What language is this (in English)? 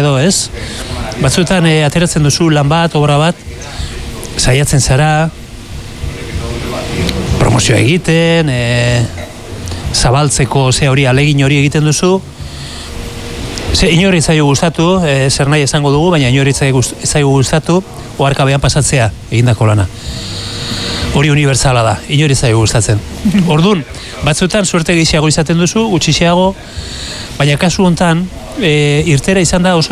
Basque